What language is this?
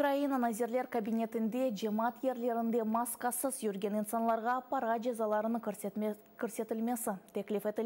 Crimean Tatar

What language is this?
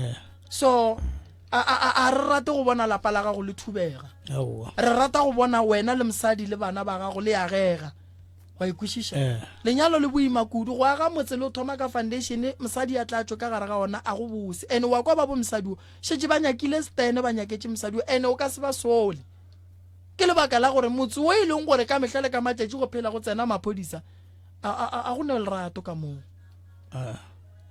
Northern Sotho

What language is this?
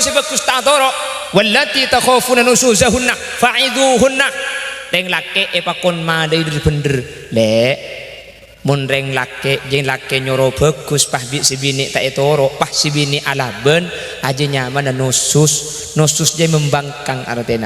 Madurese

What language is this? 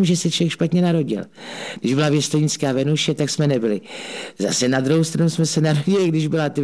Czech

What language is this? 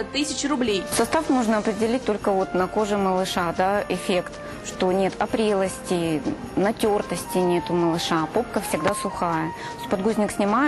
Russian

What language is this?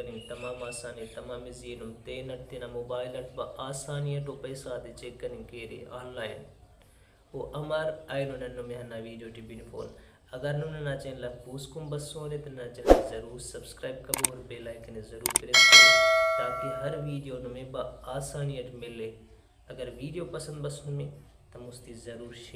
Brahui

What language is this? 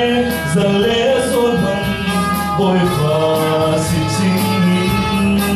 Falam Chin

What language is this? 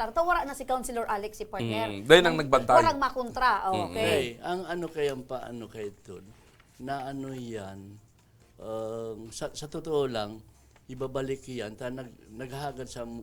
Bikol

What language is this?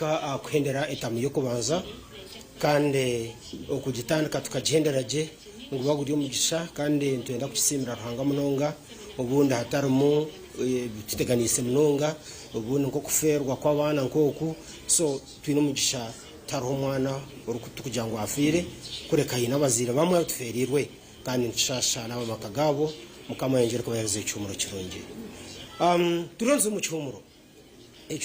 Nyankole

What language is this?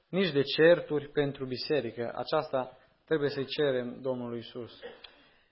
Romanian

